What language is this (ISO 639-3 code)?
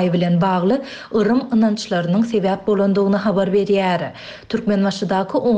tuk